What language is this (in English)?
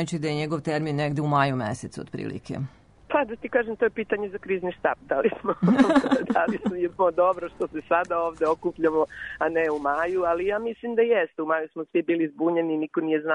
Serbian